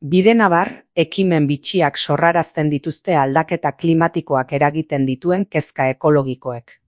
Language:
Basque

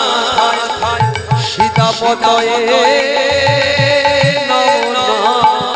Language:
Bangla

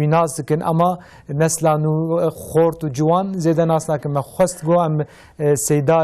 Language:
Kurdish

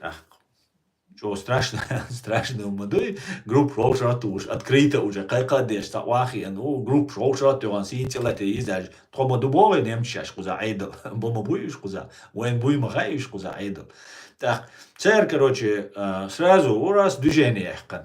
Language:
Chechen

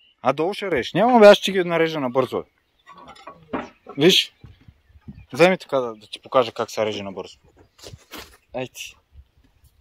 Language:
Bulgarian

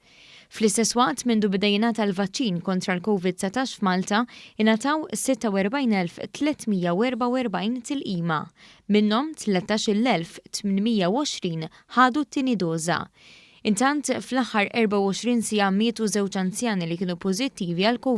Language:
Maltese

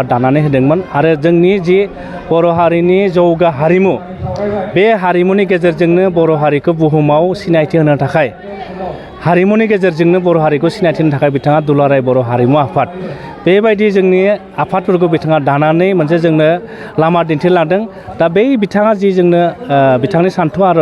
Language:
Bodo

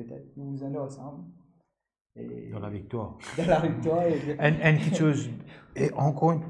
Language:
Morisyen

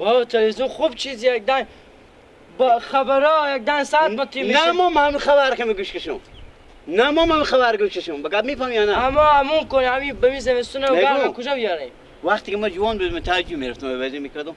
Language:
Persian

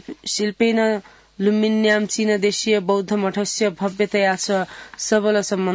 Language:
Sanskrit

